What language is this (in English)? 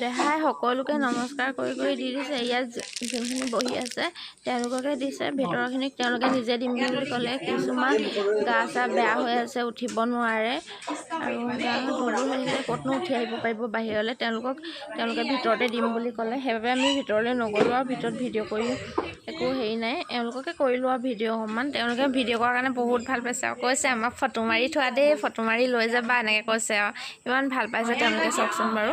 Assamese